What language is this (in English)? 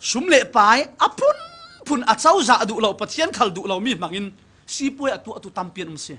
Falam Chin